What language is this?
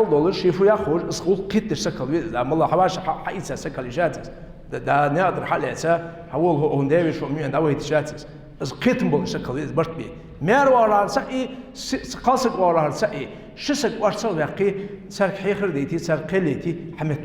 Ingush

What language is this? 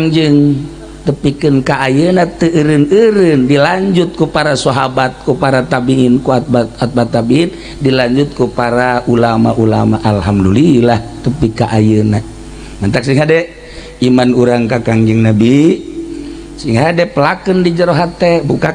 Sundanese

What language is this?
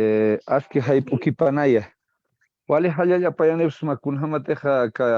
Aymara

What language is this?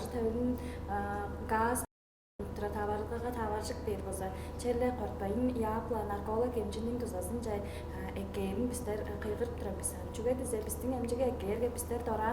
Tuvinian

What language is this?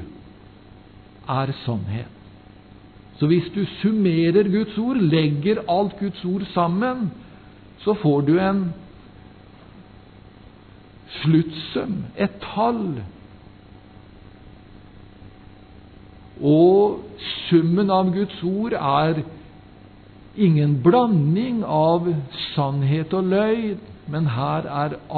Norwegian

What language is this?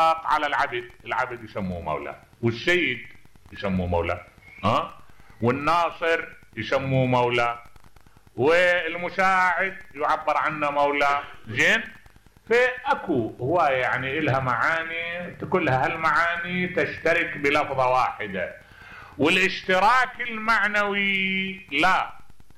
Mesopotamian Arabic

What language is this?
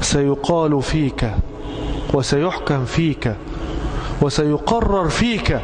Egyptian Arabic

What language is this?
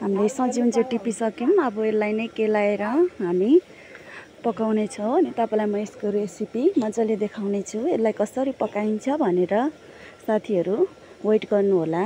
Nepali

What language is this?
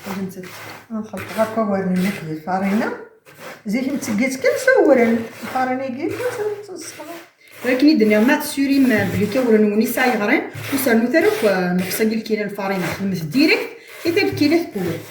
Kabyle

